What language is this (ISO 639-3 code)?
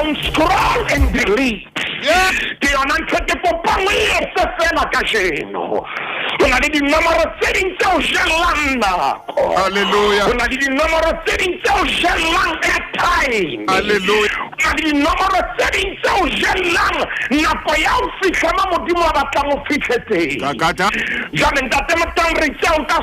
sot